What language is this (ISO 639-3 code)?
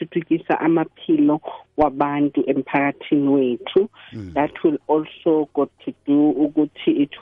nbl